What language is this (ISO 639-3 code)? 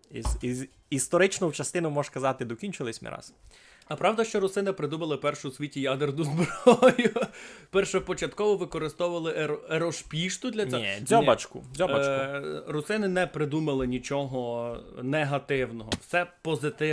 rue